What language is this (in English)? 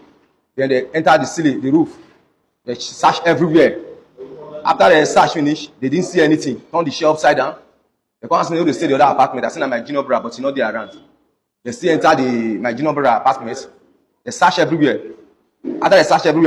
Nigerian Pidgin